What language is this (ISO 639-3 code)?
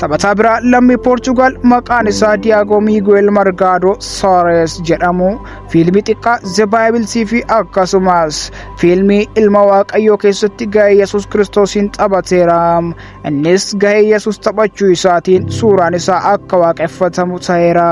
orm